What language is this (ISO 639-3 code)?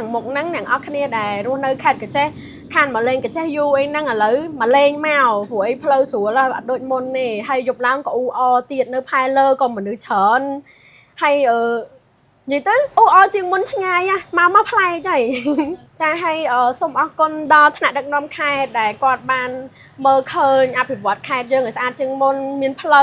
khm